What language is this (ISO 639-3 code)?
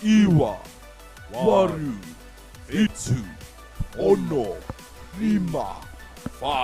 mri